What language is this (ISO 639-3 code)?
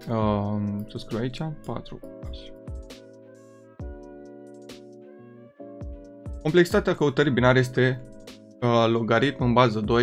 ron